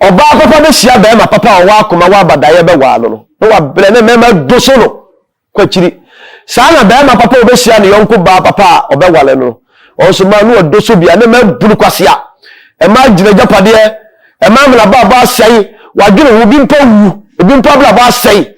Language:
Akan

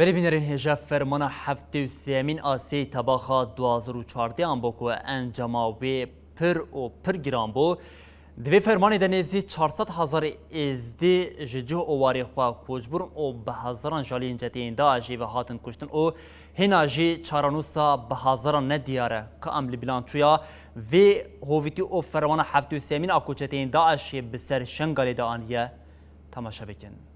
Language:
Kurdish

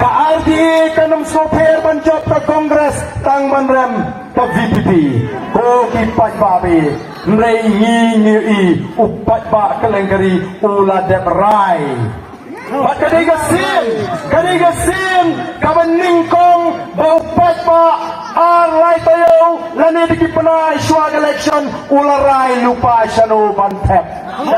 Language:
Khasi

